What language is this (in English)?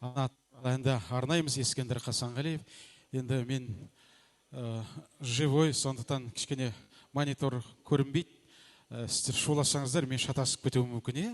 Kazakh